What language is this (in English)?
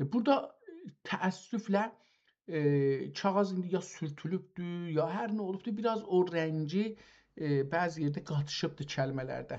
South Azerbaijani